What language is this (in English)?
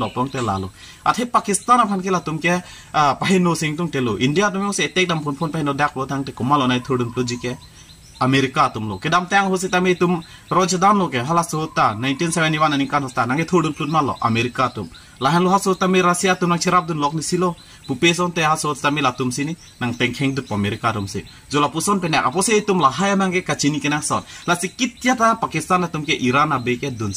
Karbi